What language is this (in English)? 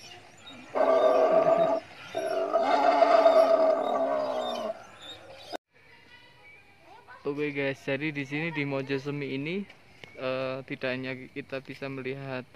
Indonesian